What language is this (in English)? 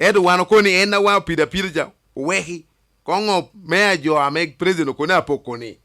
Lango (Uganda)